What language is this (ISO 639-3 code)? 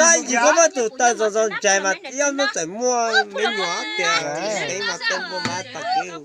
hmn